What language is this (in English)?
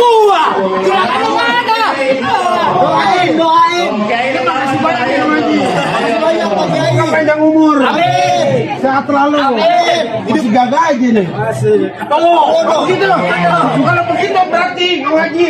Betawi